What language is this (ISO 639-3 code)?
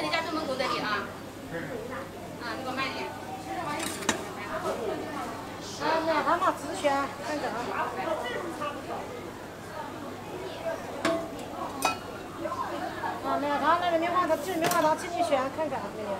zho